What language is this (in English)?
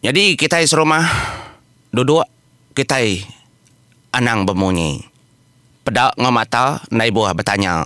Iban